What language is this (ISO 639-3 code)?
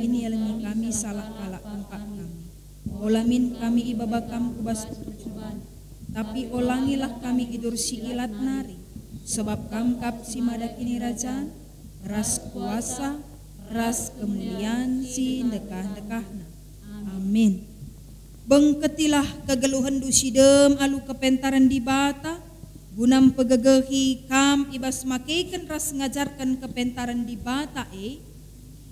btx